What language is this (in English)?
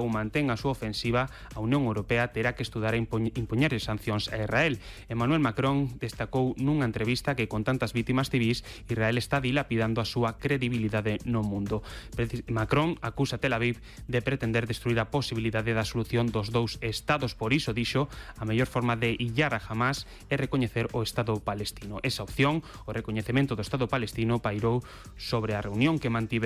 Galician